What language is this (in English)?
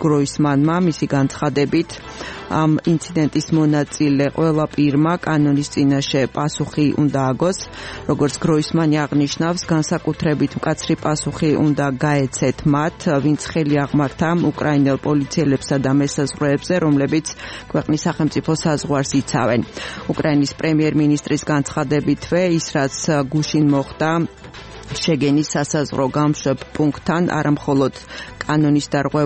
Georgian